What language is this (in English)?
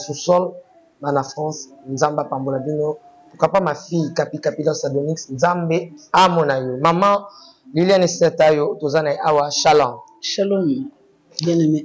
Lingala